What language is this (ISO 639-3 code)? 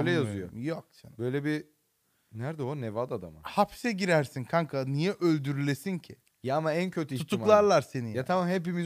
tur